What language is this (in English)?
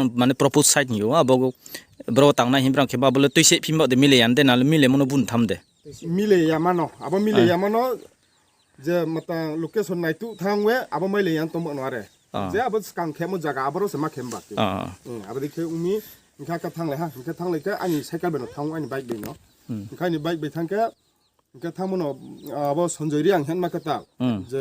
Riang (India)